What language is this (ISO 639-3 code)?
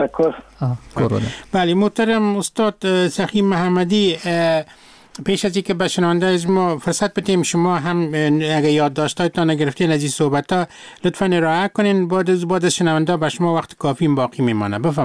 fas